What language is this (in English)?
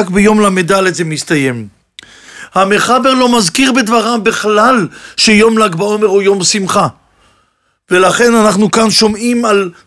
Hebrew